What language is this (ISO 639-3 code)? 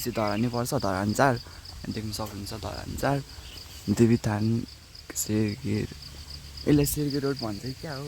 nep